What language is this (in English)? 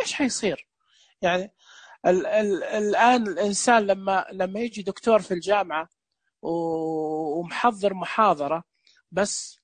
Najdi Arabic